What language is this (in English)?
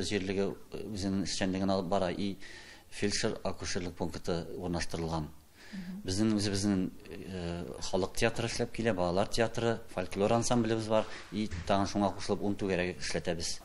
Tatar